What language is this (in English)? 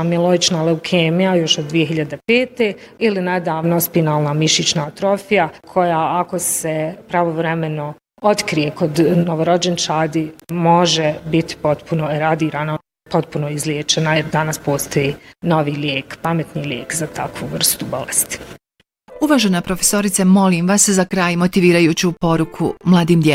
Bosnian